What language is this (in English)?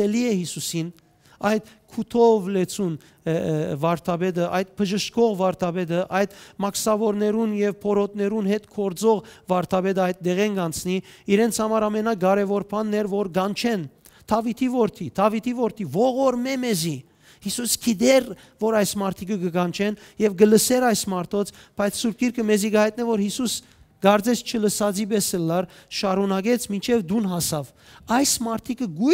Western Armenian